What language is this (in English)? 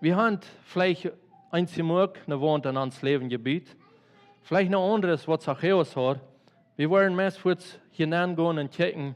Plautdietsch